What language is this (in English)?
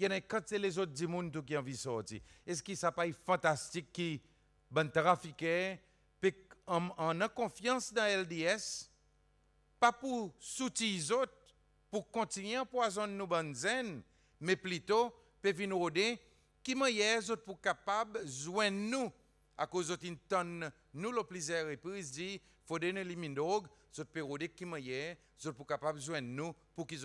Seselwa Creole French